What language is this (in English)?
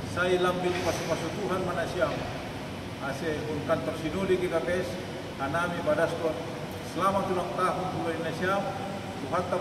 Batak Simalungun